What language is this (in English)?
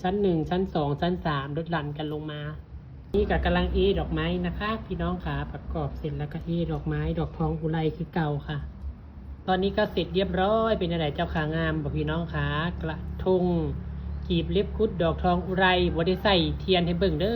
Northeastern Thai